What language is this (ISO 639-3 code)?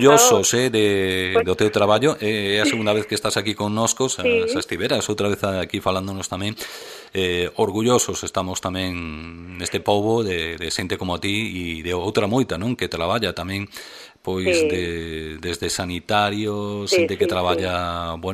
glg